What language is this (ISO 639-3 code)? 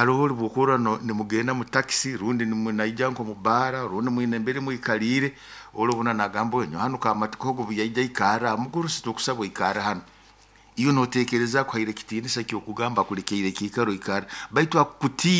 nyo